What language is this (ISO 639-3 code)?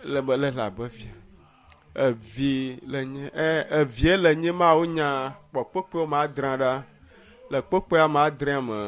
ewe